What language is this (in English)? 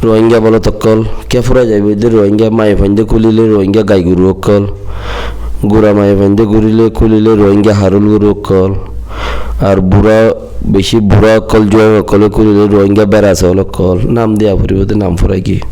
Rohingya